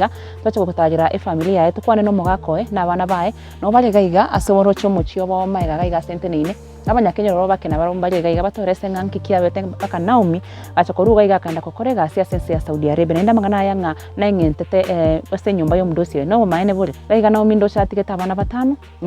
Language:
Gusii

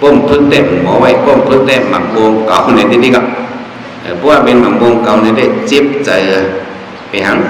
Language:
Shan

